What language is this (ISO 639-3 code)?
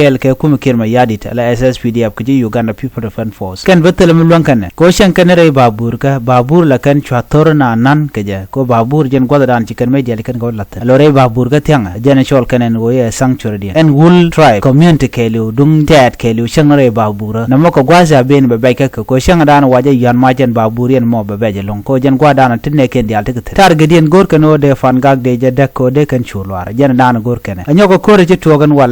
nus